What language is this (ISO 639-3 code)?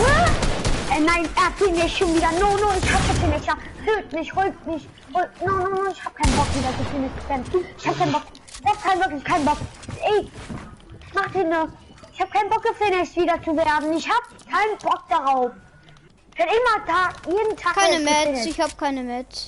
bar